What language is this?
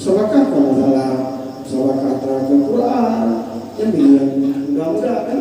Achinese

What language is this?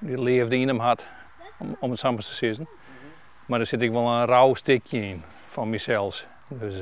Western Frisian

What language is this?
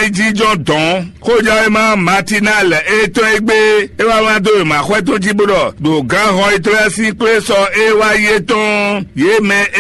Fon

